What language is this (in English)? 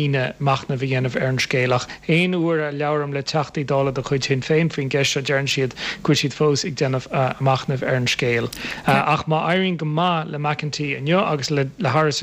Irish